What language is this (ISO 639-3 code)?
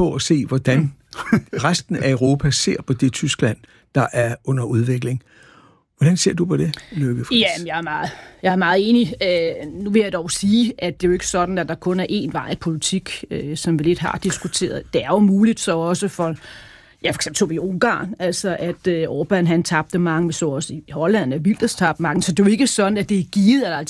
dan